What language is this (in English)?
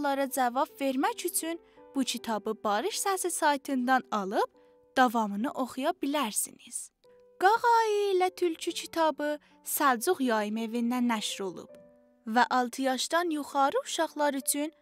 South Azerbaijani